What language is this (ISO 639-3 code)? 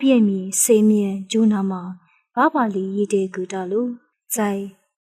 lis